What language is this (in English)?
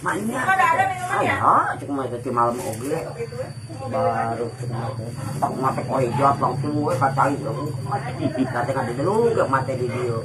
Sundanese